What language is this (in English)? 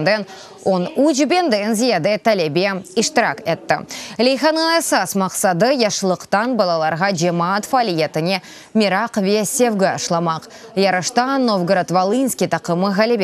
Crimean Tatar